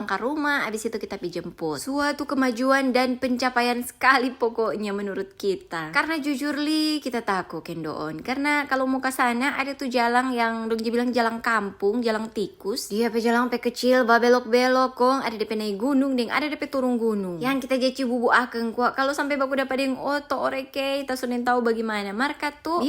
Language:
Manado Malay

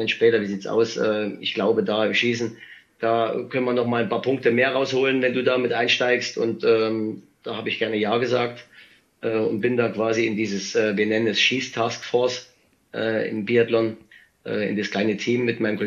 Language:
German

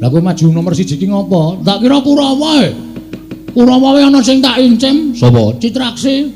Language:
Javanese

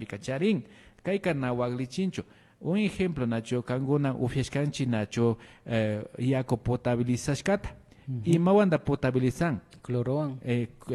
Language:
Imbabura Highland Quichua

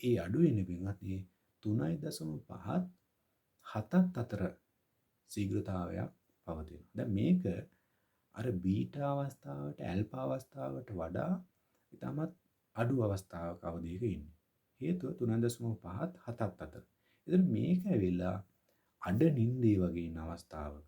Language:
Sinhala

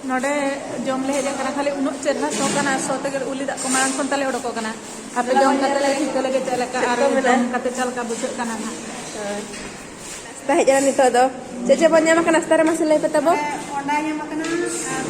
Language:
Santali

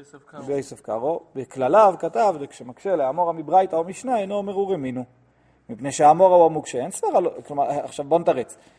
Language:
Hebrew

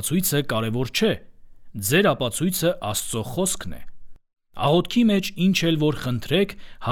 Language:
Armenian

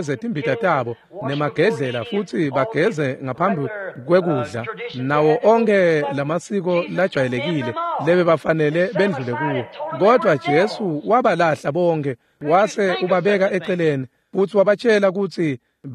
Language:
Swati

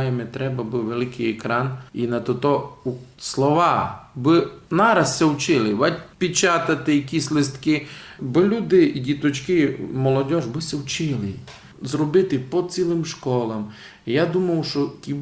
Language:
Rusyn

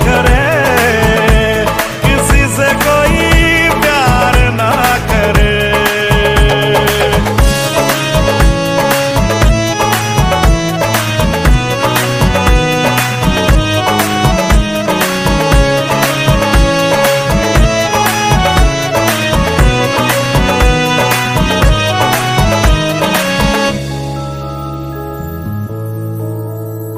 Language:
Hindi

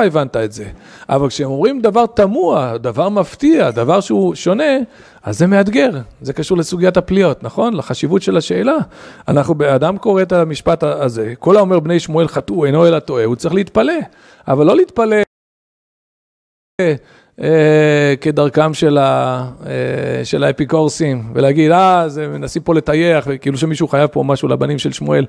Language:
Hebrew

